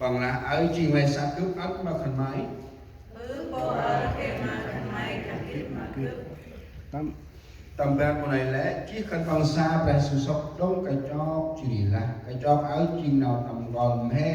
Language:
Central Mnong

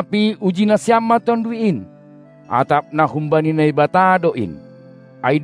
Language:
Batak Simalungun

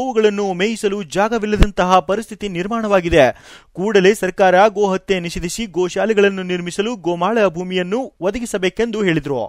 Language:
Kannada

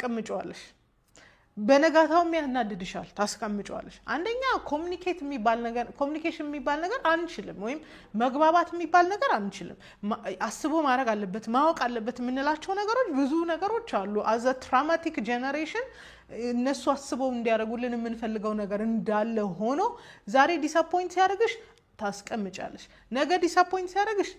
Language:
Amharic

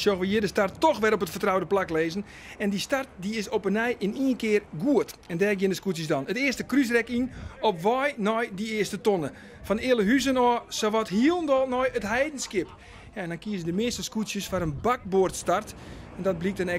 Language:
Western Frisian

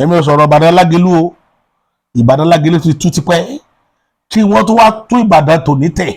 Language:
Yoruba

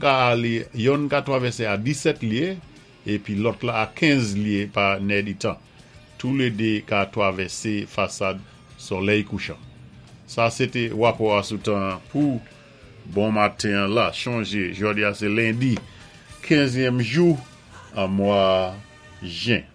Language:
Saint Lucian Creole French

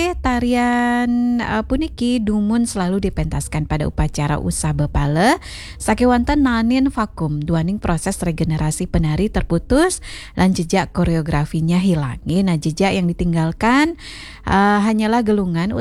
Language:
Balinese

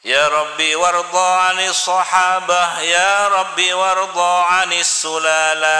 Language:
Madurese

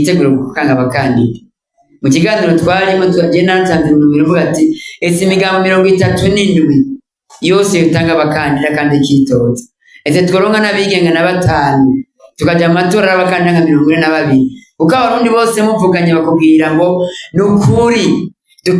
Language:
Rundi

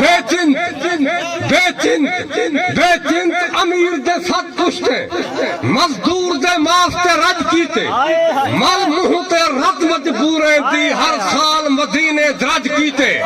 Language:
Saraiki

